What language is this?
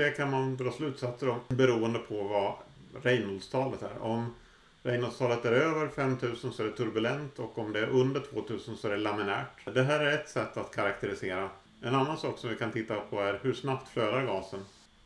Swedish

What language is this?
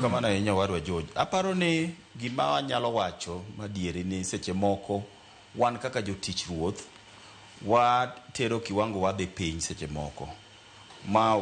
Luo (Kenya and Tanzania)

